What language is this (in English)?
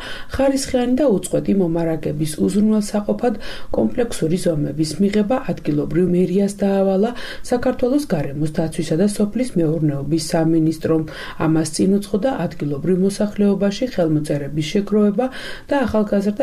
Georgian